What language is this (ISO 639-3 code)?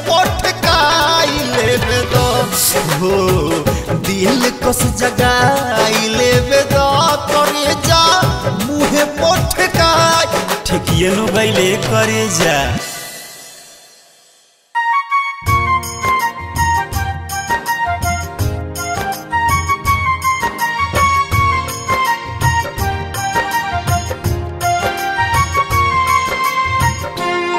bho